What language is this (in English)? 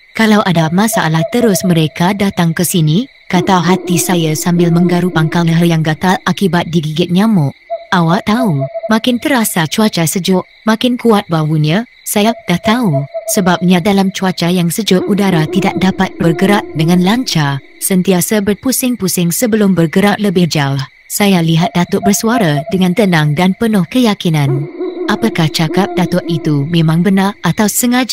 Malay